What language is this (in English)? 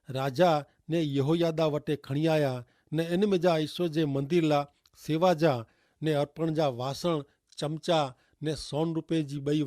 Kachhi